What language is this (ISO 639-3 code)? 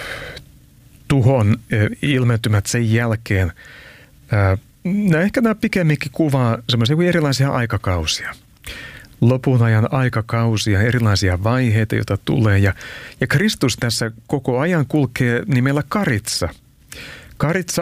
fin